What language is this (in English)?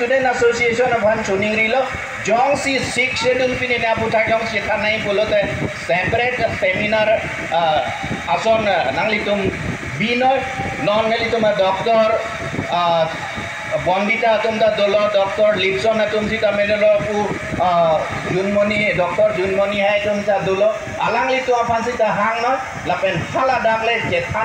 Karbi